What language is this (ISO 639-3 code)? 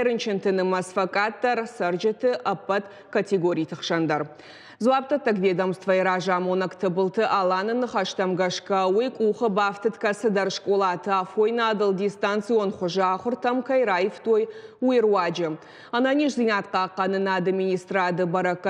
oss